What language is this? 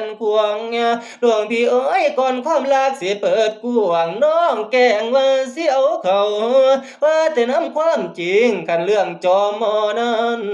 Northeastern Thai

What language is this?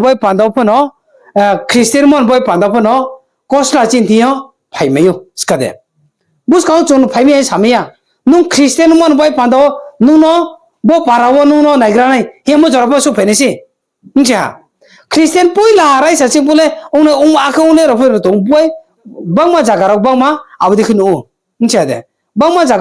Riang (India)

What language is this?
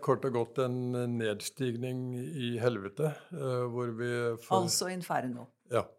Norwegian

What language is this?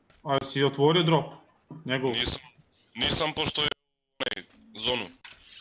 Macedonian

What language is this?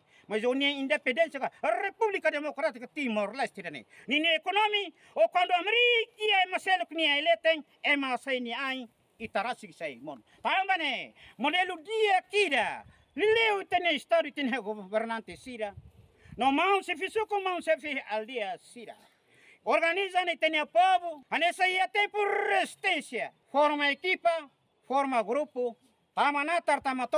Tetum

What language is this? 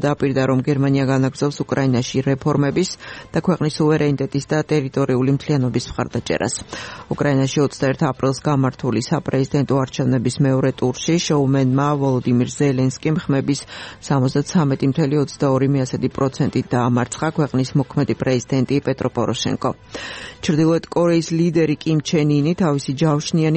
Georgian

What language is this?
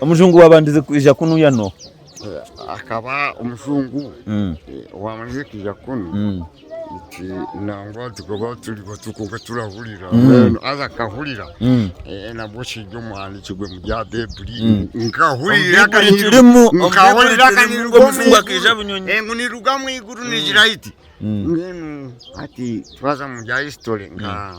Nyankole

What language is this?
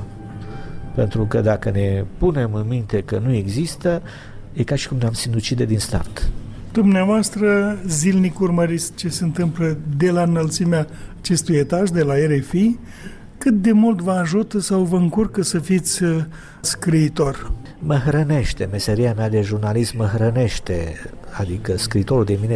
Romanian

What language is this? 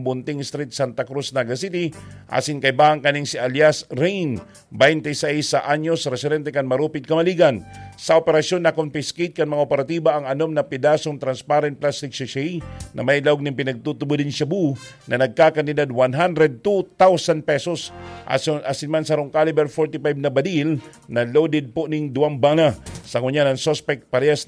Bikol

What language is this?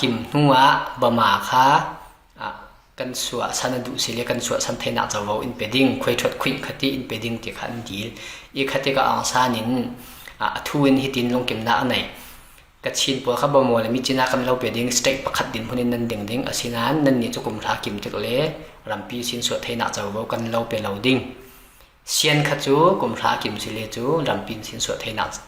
Falam Chin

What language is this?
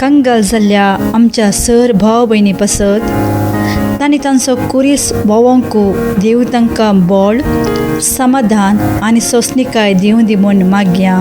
Konkani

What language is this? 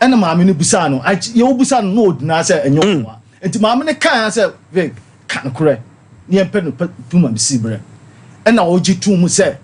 Akan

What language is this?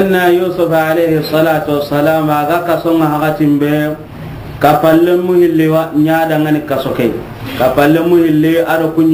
Soninke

